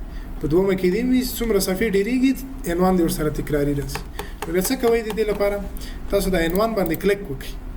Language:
Pashto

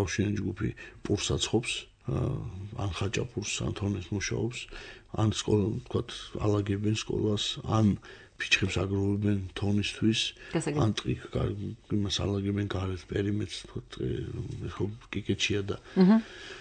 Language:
Georgian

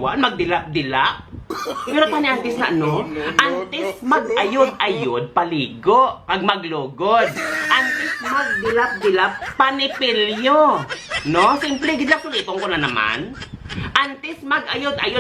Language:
Hiligaynon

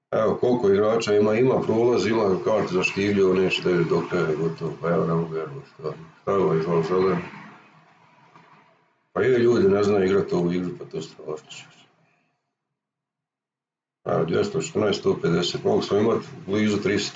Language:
Croatian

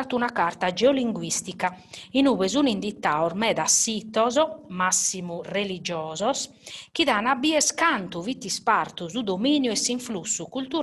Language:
Sardinian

